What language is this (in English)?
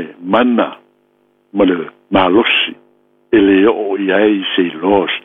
Samoan